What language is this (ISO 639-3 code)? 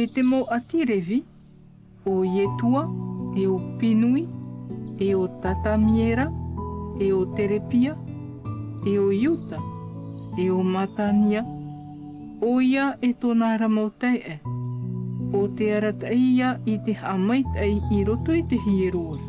tah